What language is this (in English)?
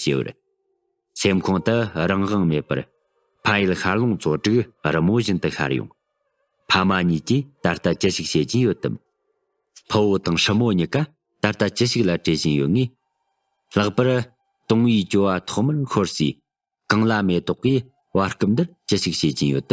Tibetan